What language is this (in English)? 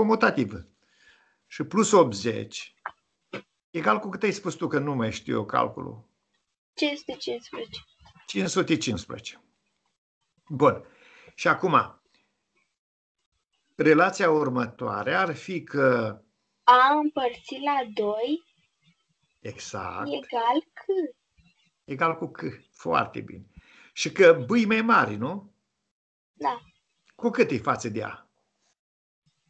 Romanian